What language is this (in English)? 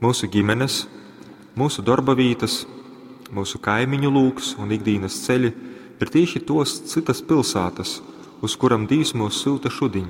Latgalian